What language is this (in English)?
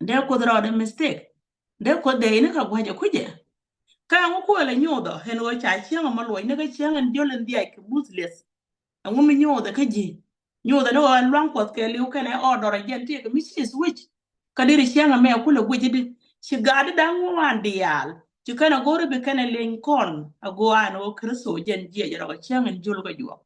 Nuer